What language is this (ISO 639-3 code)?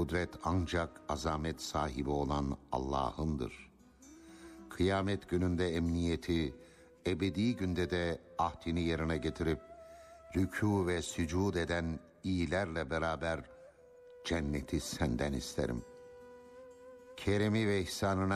tur